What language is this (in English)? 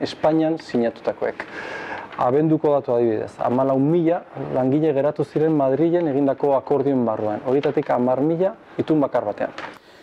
Basque